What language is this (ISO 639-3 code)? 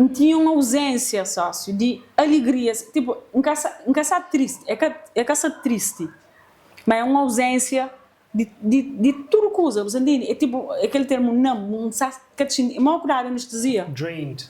kea